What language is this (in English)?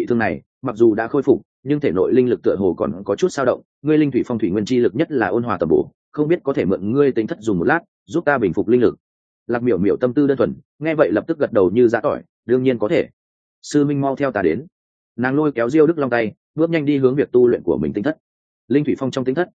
Vietnamese